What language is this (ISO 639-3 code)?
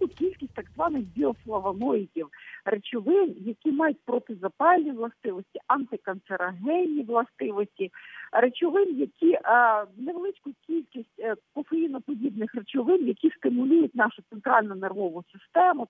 ukr